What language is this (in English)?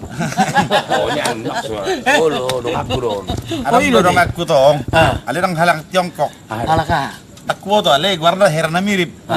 Batak Toba